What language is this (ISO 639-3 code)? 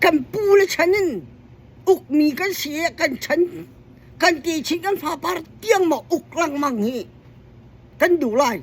cnh